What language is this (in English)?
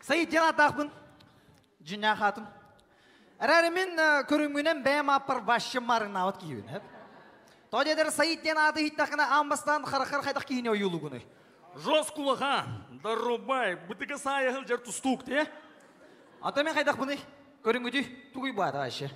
Yakut